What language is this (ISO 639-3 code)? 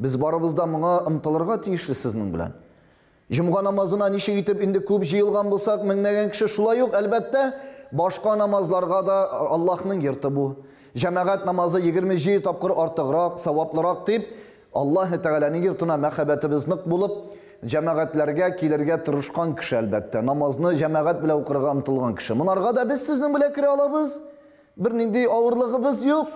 tat